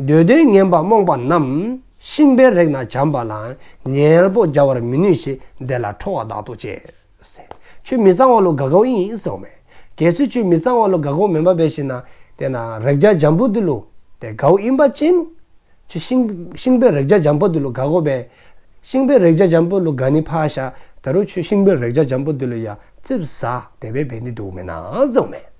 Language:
Dzongkha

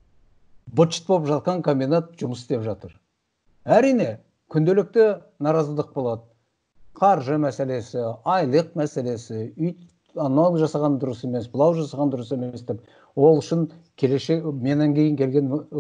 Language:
Kazakh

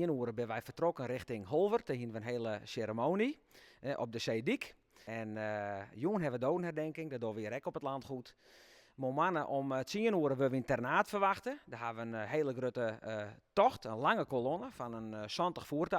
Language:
Western Frisian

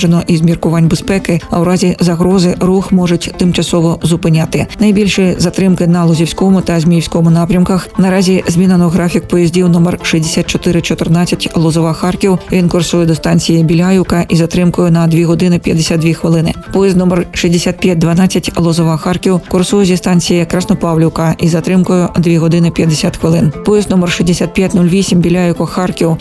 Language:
Ukrainian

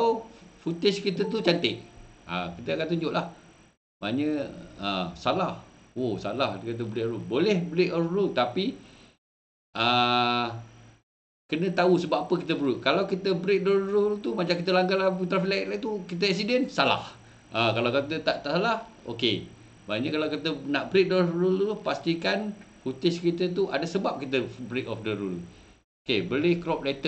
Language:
Malay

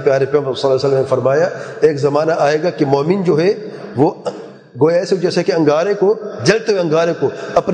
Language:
Urdu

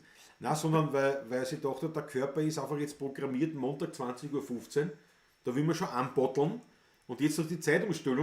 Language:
Bavarian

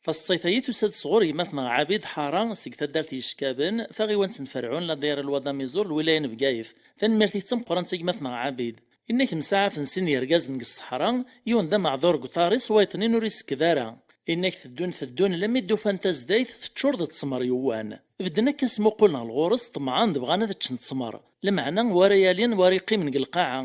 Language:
Kabyle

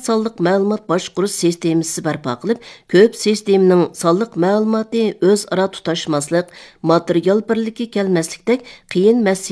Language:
Uyghur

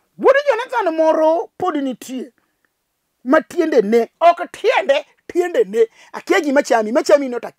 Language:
Luo (Kenya and Tanzania)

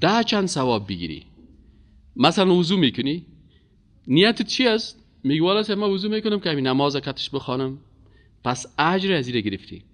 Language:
Persian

